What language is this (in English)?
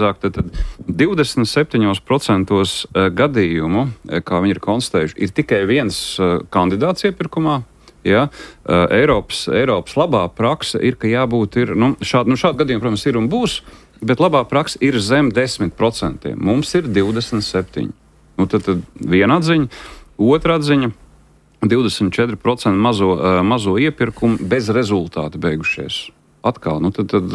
Latvian